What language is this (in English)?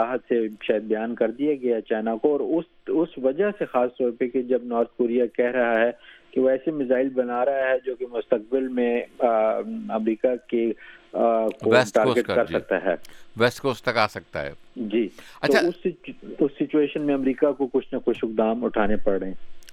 Urdu